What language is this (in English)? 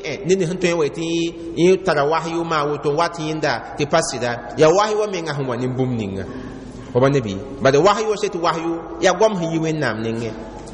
Mossi